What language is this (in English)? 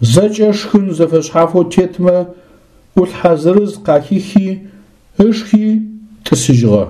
Adyghe